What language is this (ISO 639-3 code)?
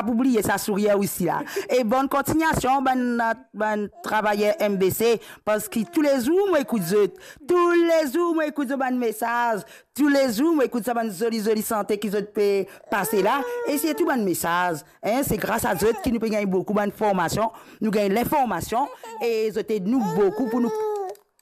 mfe